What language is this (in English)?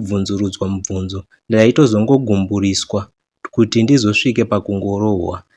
Shona